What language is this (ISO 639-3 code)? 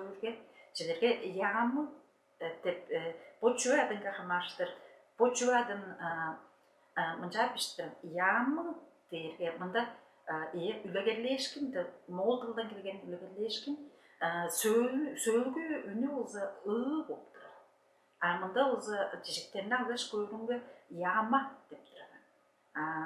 tyv